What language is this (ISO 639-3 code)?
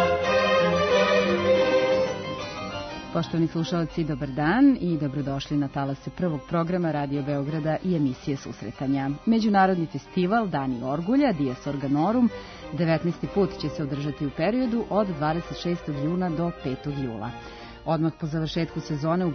srp